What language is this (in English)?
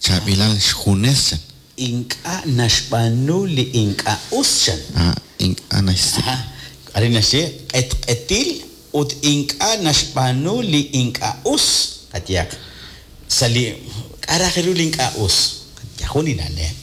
Kekchí